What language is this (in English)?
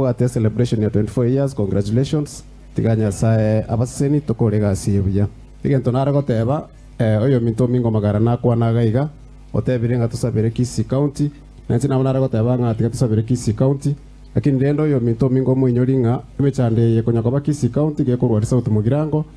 Gusii